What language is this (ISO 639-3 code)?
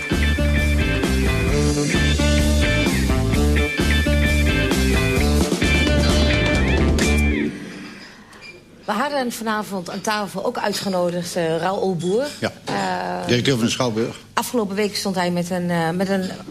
nld